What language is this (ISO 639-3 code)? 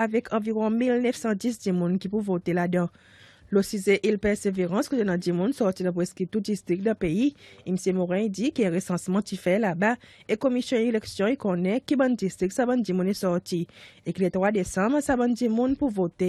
crs